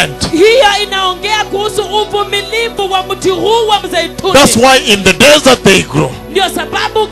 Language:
Swahili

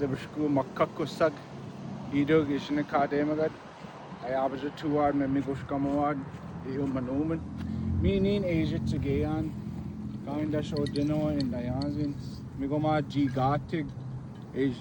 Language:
Chippewa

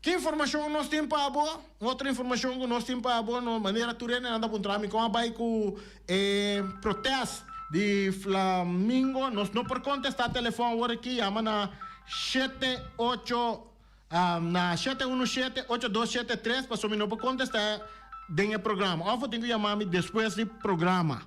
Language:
Papiamento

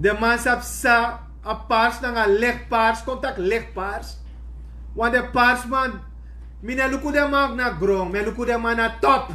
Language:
Sranan Tongo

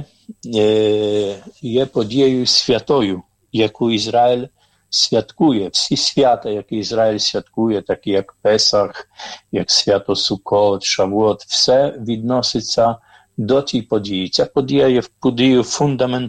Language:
Ukrainian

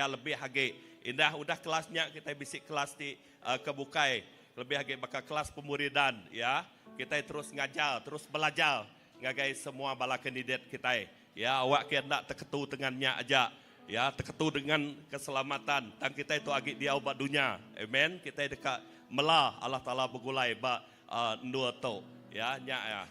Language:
Iban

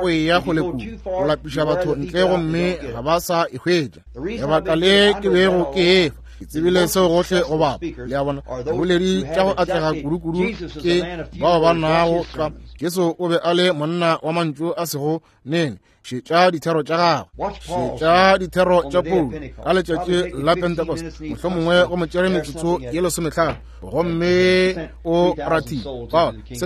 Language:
Northern Sotho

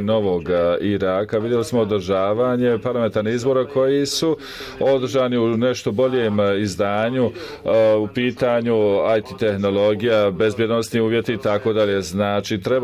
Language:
Bosnian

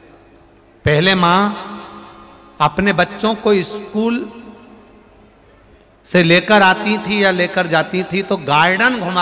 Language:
Hindi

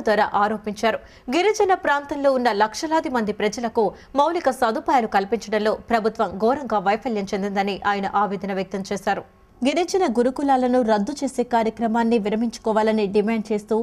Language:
Telugu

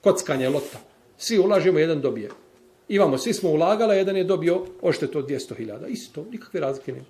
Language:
Bosnian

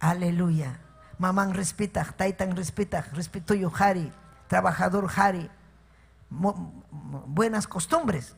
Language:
Ayacucho Quechua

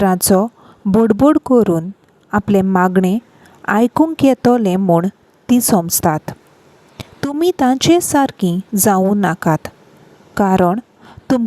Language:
Konkani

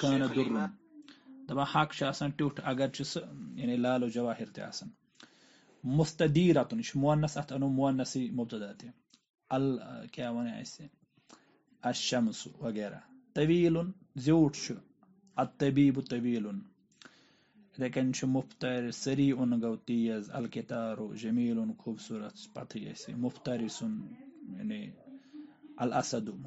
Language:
Kashmiri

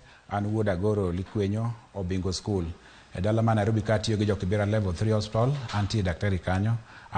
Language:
Luo (Kenya and Tanzania)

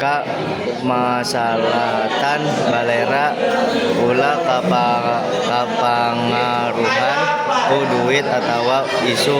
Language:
Sundanese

